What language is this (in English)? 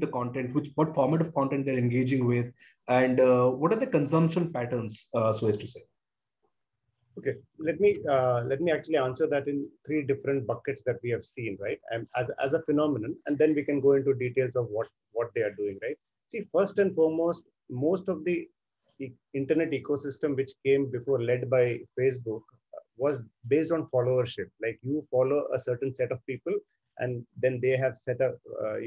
English